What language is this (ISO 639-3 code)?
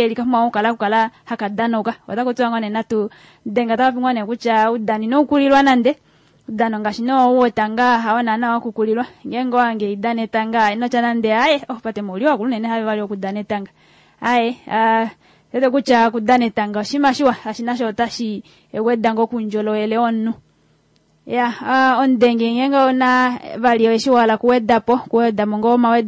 kua